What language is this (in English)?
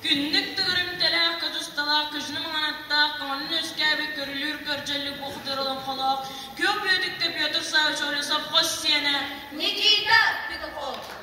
Yakut